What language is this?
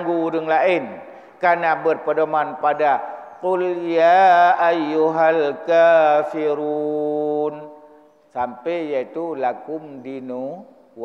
Achinese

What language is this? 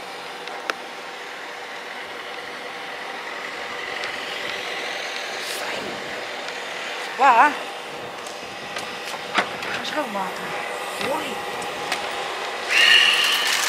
Dutch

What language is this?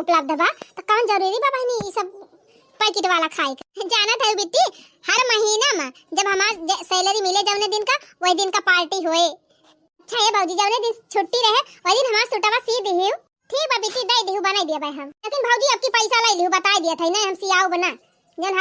Awadhi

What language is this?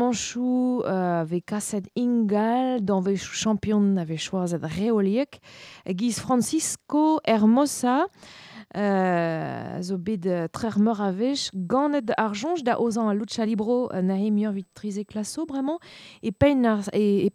Breton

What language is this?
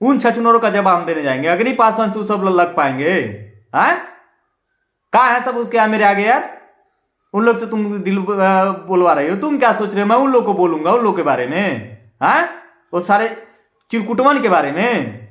Bhojpuri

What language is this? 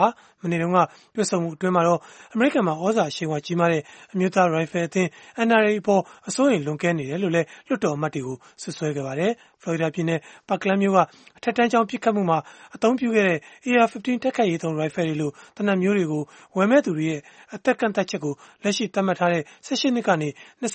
Burmese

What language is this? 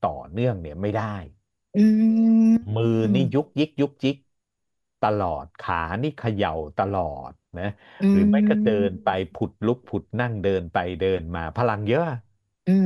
Thai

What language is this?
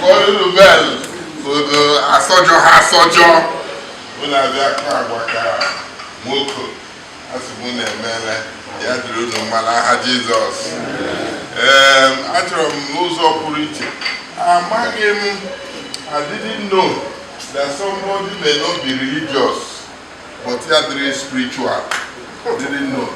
Igbo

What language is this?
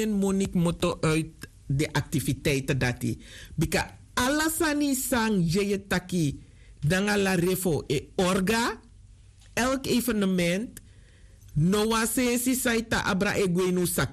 Sranan Tongo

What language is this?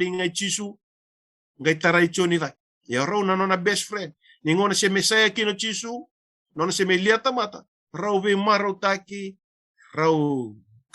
Fijian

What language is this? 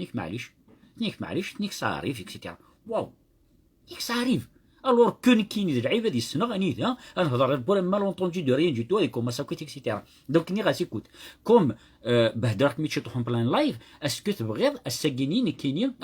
Kabyle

